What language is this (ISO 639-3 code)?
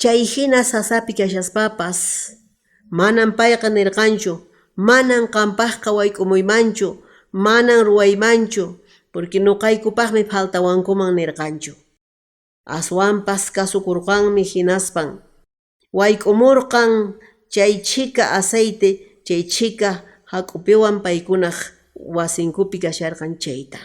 que